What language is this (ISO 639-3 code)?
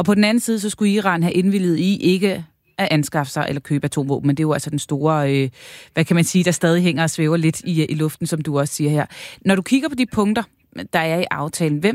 dan